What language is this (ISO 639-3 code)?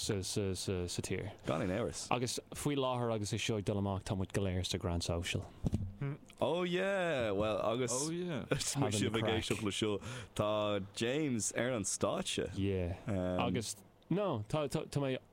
gle